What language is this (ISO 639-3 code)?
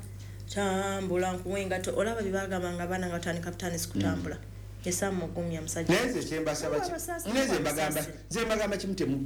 lug